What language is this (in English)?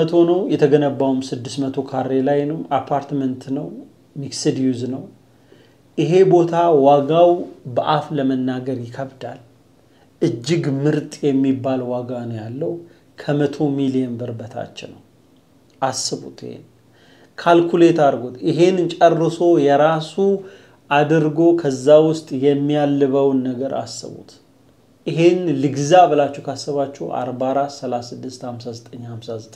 Amharic